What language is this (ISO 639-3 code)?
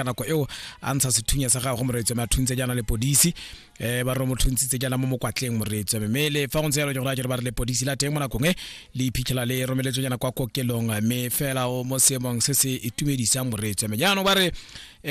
tsn